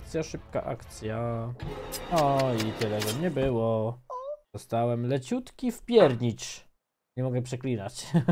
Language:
Polish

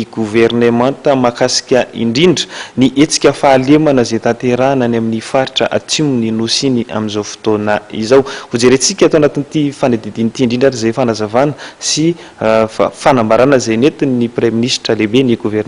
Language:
Malagasy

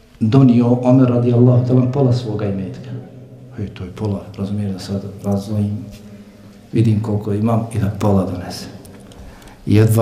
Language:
Bosnian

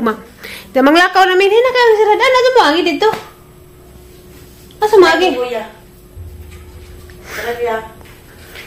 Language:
Cebuano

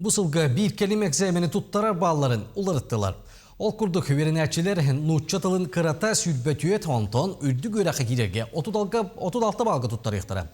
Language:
Yakut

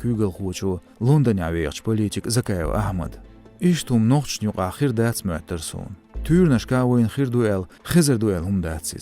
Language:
Chechen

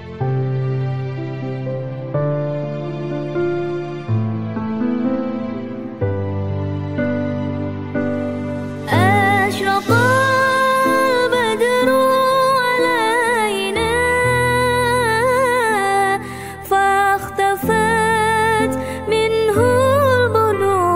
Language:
Arabic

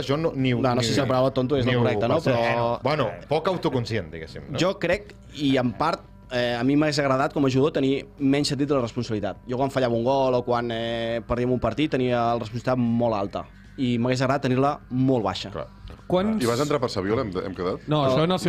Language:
Catalan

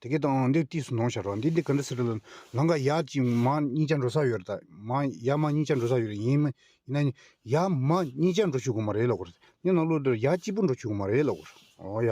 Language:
Tibetan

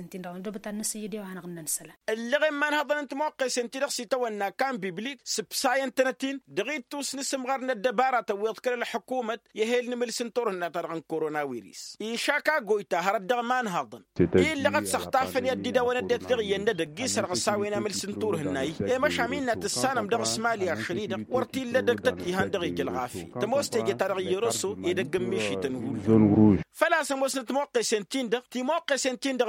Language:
Tamasheq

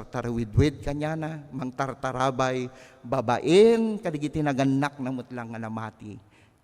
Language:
Iloko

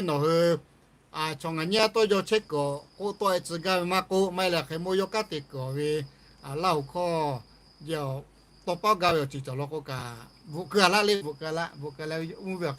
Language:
Lahu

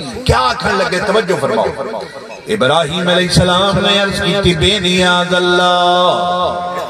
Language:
Saraiki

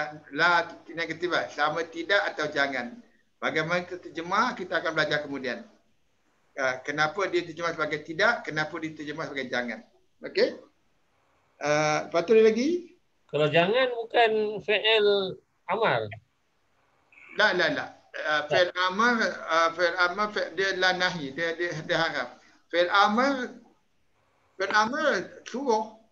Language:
Malay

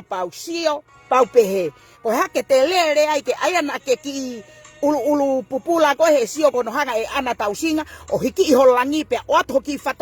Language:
Tongan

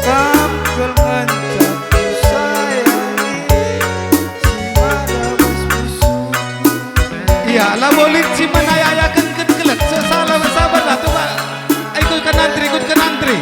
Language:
Batak Karo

